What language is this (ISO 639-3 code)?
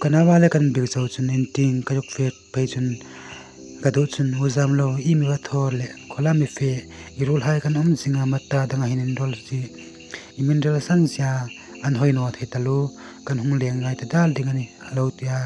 hmr